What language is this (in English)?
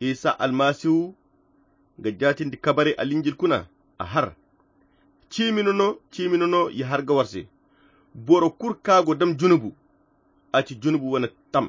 Koyra Chiini